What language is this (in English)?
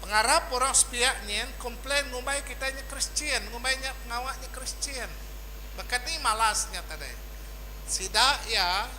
Iban